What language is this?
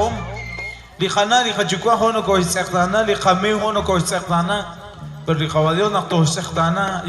Kekchí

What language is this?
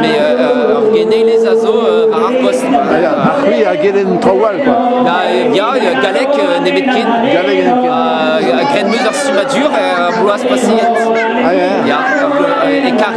Breton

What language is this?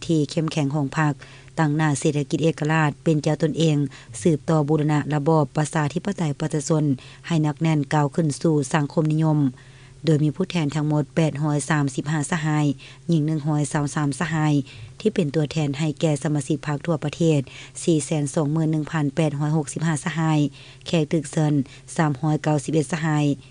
Lao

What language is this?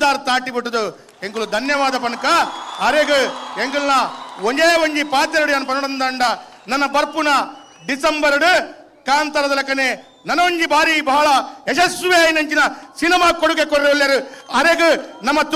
Tulu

